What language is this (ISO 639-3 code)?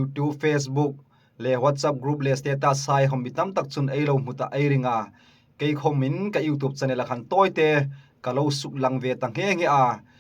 hmr